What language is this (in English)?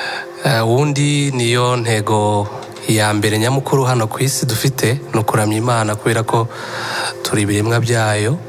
Kinyarwanda